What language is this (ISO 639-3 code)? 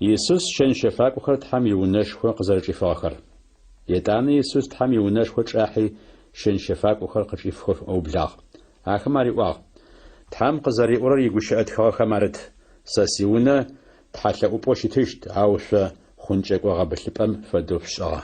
ady